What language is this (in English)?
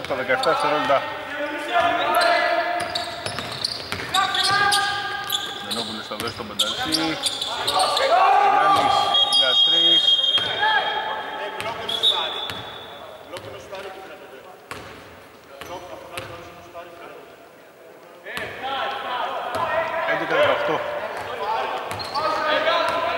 Greek